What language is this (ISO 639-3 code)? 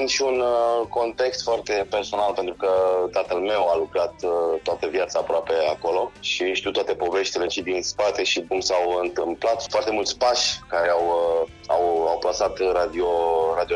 ron